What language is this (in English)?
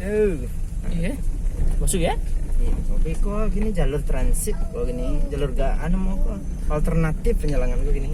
Minangkabau